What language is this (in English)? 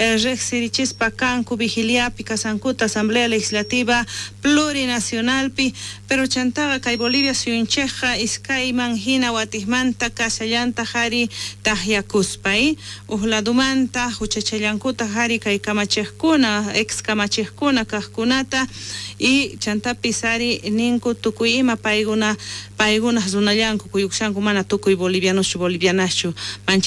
South Bolivian Quechua